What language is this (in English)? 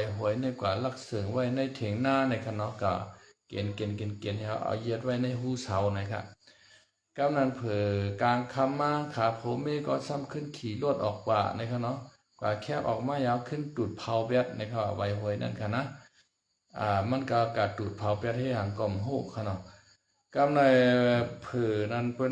Shan